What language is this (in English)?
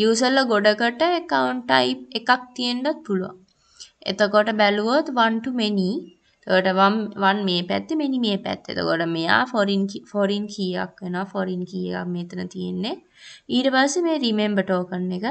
Sinhala